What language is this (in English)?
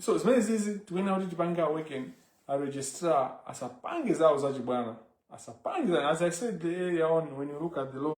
Nyanja